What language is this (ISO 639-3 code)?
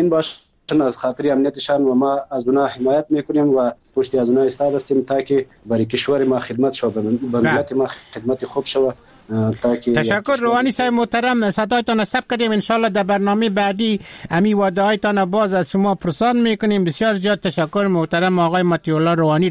fas